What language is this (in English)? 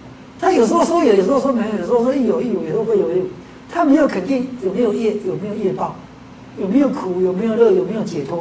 Chinese